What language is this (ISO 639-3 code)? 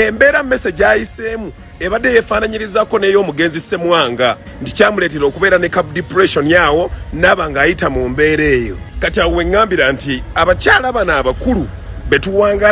lug